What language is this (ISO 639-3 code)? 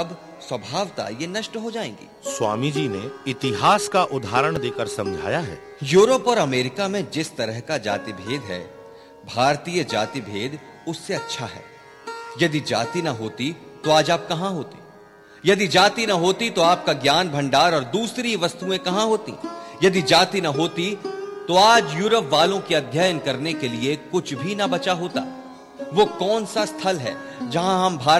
hin